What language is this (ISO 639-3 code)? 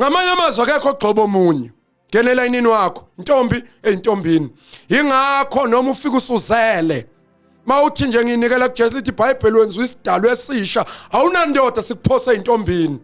zul